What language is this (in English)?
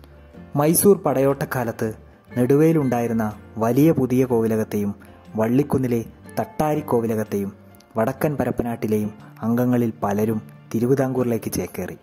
Malayalam